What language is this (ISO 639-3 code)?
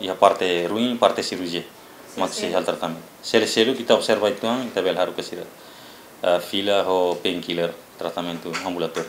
tet